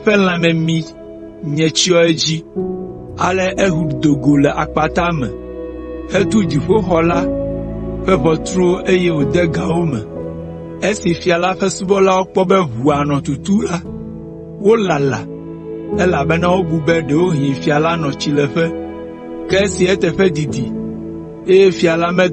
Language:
Ewe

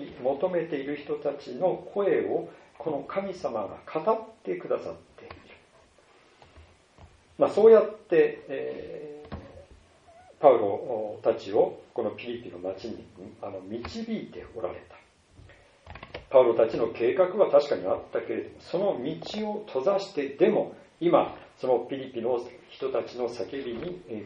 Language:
Japanese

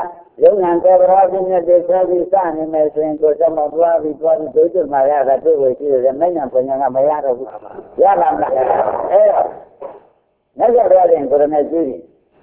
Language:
Burmese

